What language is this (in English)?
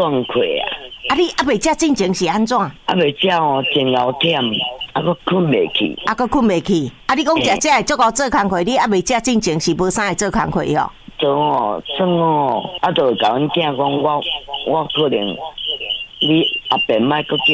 Min Nan Chinese